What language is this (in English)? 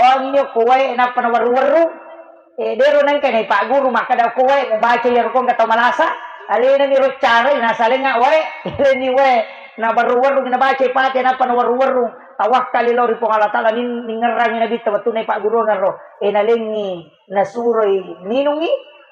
Buginese